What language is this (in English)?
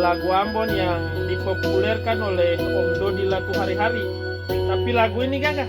Ambonese Malay